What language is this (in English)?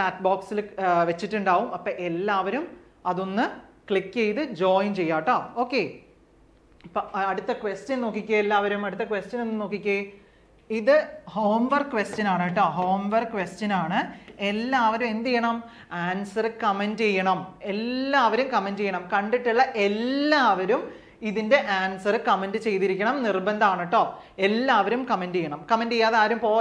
Malayalam